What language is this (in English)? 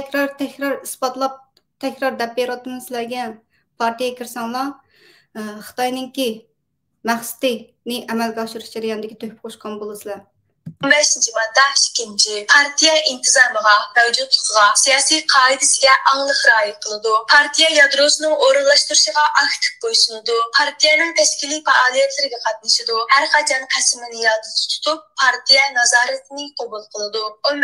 Uyghur